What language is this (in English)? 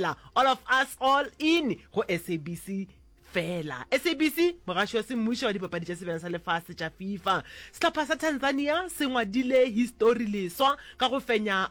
Northern Sotho